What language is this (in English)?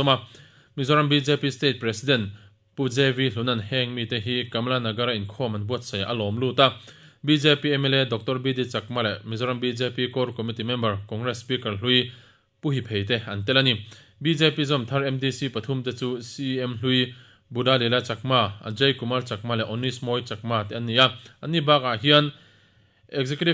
Mizo